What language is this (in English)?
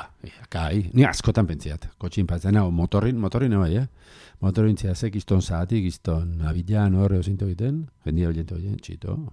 Basque